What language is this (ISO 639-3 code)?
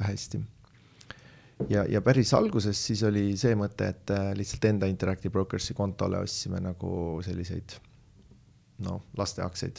est